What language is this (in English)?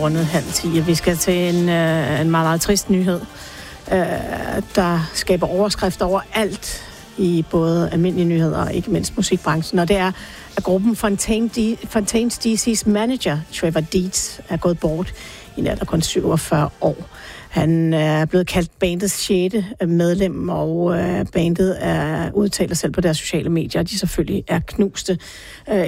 Danish